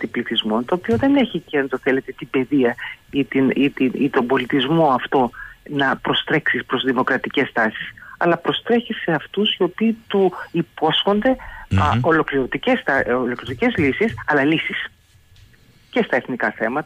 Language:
Greek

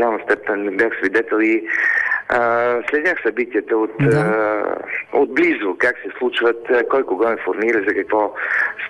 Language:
Bulgarian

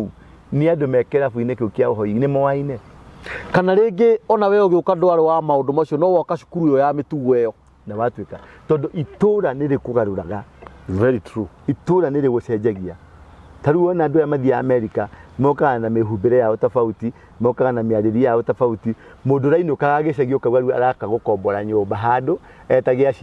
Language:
Kikuyu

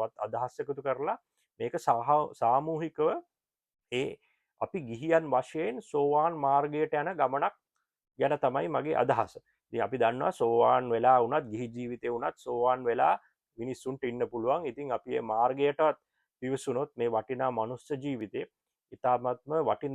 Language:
Sinhala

